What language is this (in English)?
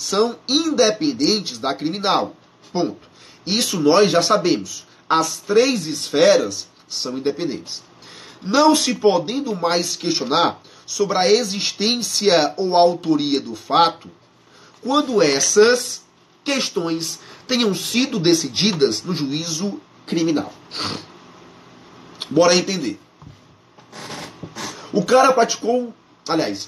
Portuguese